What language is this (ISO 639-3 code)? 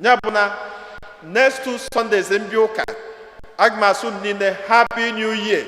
ibo